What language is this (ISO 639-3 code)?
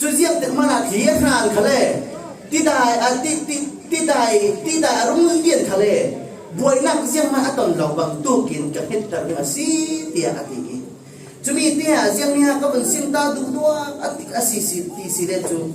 cfm